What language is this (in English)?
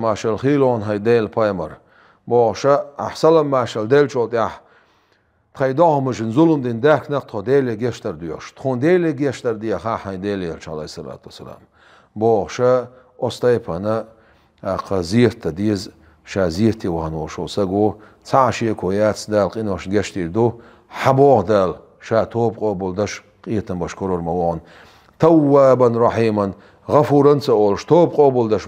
Chechen